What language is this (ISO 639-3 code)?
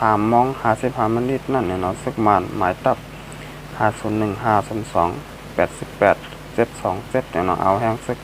shn